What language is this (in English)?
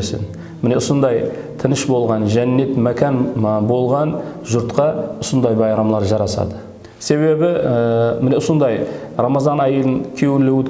Kara-Kalpak